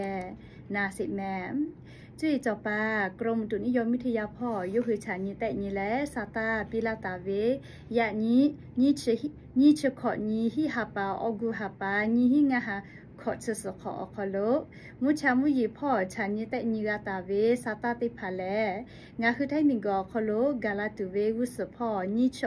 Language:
Lahu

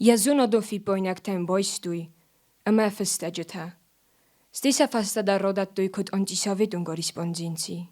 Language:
Ossetic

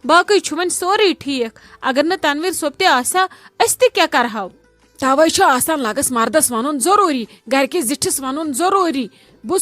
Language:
Kashmiri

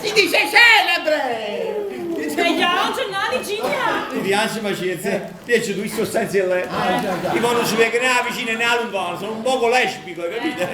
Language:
Neapolitan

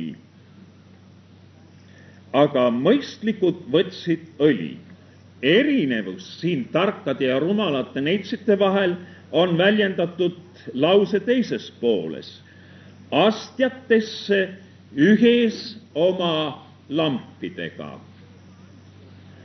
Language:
Estonian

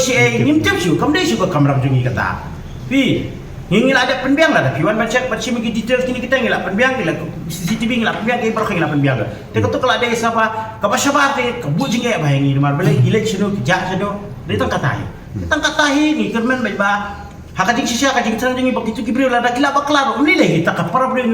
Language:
Khasi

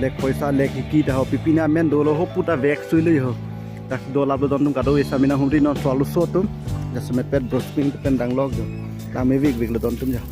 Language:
Karbi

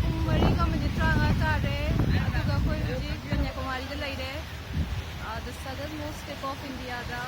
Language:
Manipuri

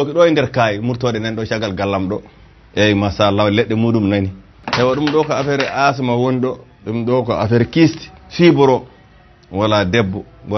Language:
Fula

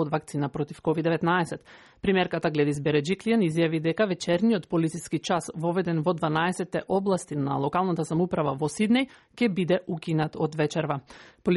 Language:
Macedonian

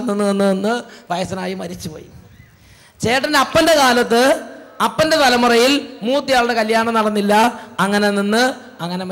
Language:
Malayalam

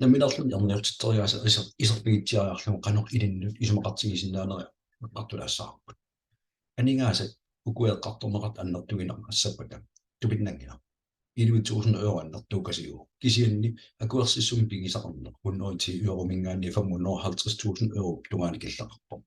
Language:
Kalaallisut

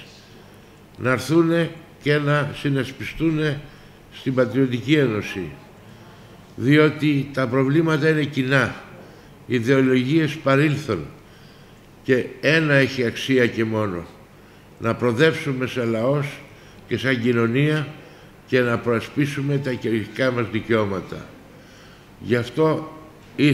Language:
Greek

